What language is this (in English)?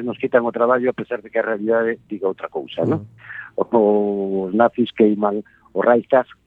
Galician